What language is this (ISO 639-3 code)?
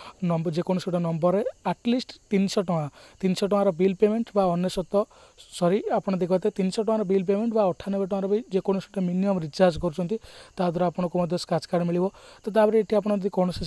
ori